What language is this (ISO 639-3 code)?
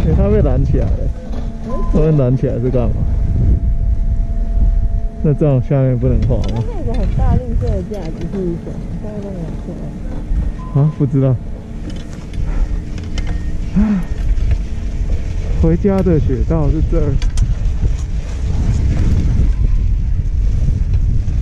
zho